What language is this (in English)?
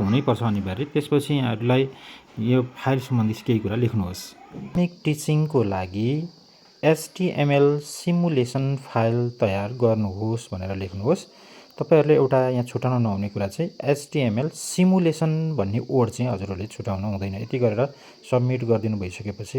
Nepali